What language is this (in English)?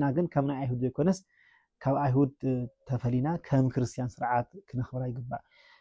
Tigrinya